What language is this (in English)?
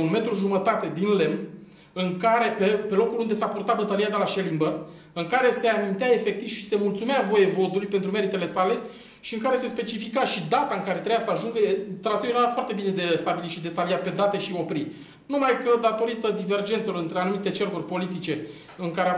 Romanian